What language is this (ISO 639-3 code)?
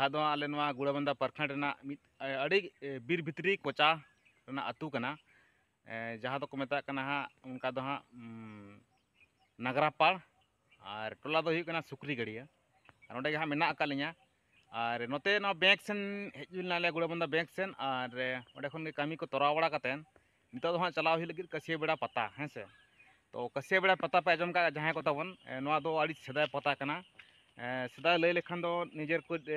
sat